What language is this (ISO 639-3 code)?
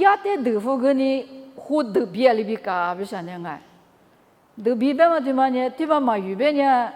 lis